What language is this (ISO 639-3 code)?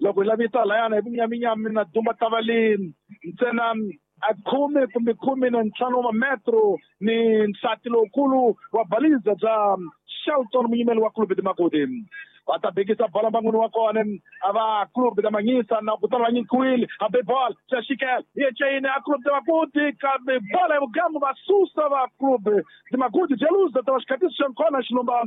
tso